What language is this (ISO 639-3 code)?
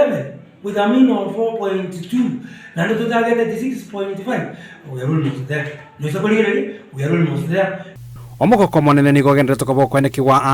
guz